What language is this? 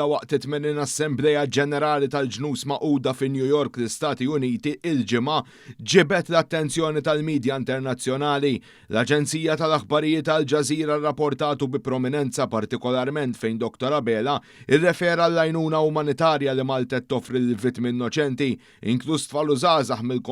Maltese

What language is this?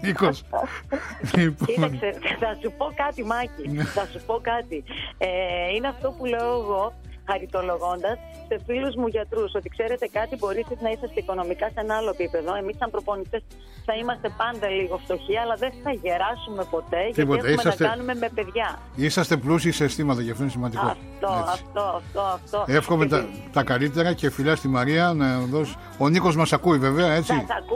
Greek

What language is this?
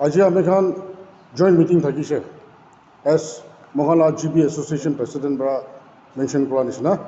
Naga Pidgin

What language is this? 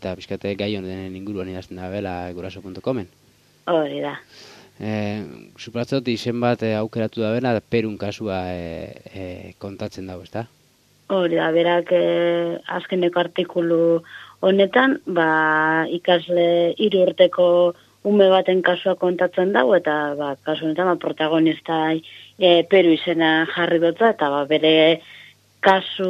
Basque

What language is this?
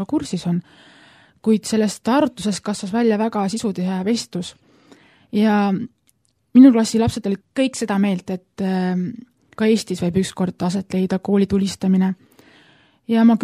Estonian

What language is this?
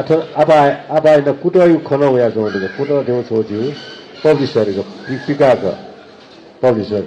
Newari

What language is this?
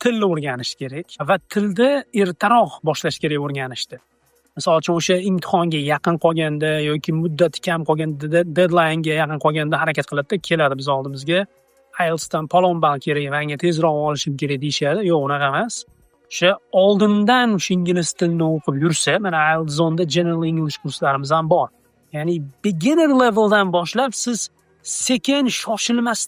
Uzbek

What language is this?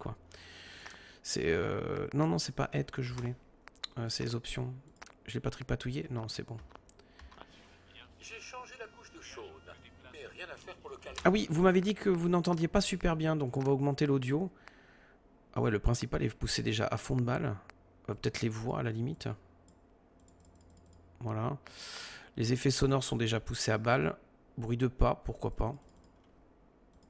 French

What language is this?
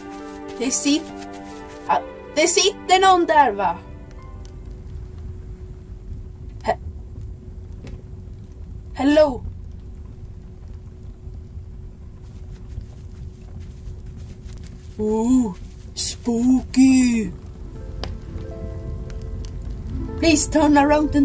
Swedish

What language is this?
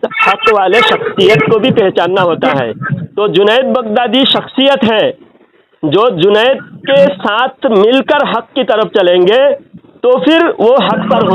Urdu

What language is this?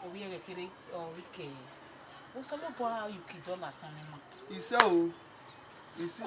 Bini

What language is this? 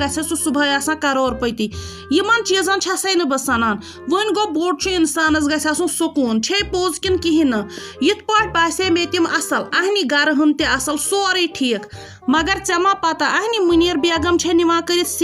Kashmiri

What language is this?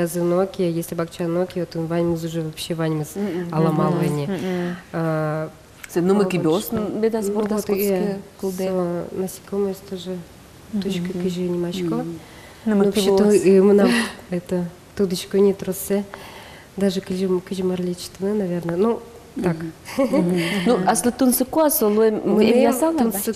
Udmurt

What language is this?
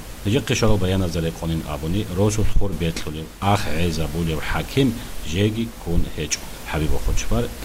Avaric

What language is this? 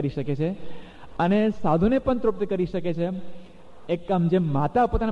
Gujarati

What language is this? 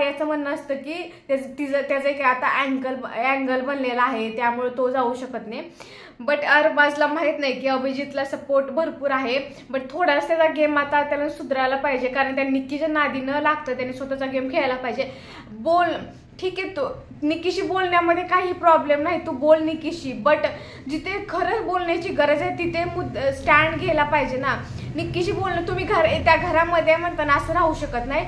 Marathi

